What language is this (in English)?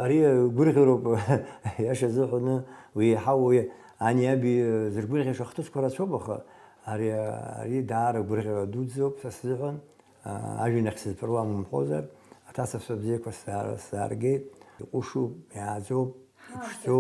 Abkhazian